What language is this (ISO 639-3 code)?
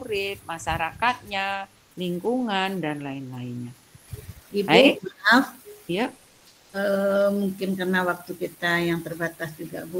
ind